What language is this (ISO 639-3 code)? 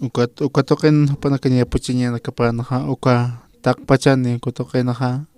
aym